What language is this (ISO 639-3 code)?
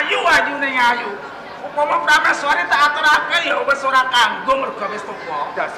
jav